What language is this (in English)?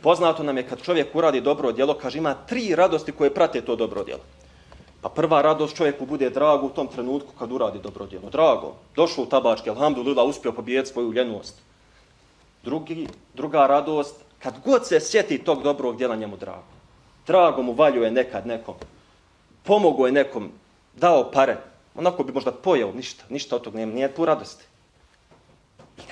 Bosnian